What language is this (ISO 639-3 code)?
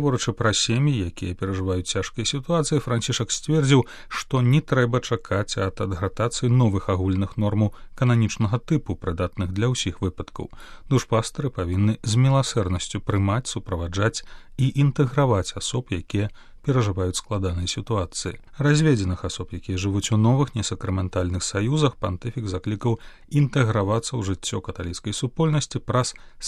bel